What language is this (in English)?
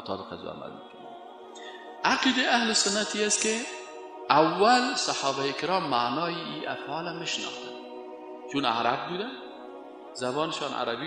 Persian